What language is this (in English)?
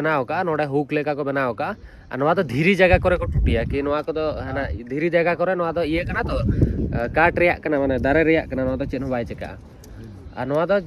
Santali